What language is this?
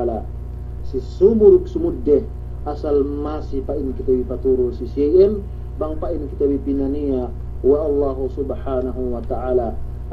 Yakan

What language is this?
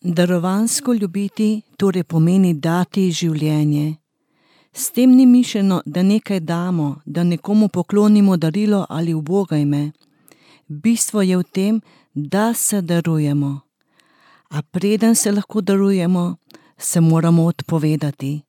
Slovenian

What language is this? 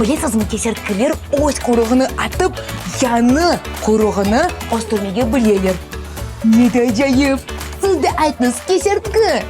Crimean Tatar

